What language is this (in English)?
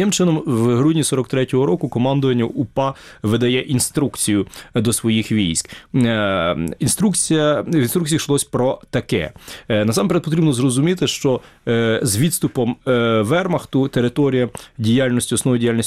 Ukrainian